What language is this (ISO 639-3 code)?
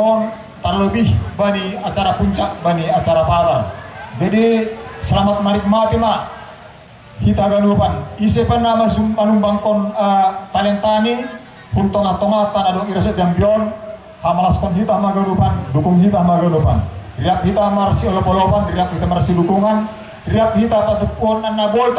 bts